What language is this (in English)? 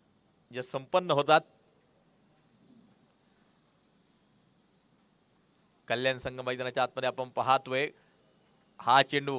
Marathi